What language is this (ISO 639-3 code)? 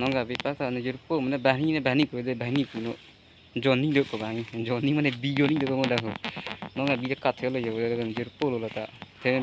mjw